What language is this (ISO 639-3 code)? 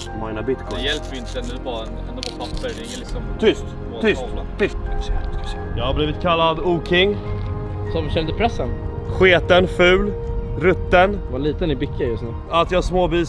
swe